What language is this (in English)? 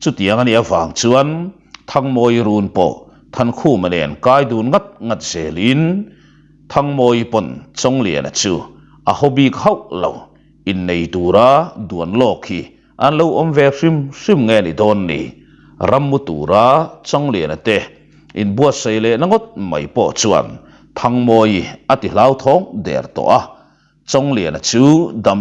Mizo